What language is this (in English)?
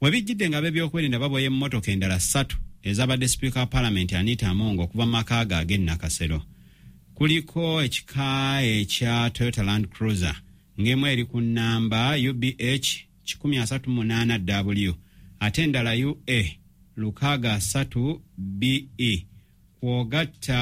Ganda